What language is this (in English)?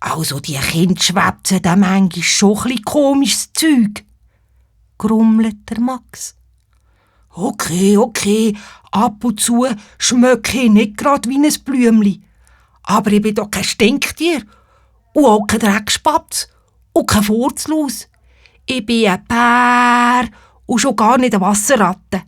Swiss German